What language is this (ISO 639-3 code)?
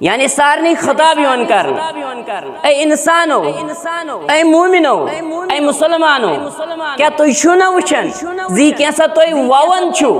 kas